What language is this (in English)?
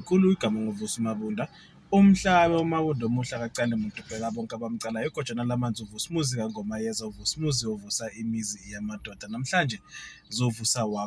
Zulu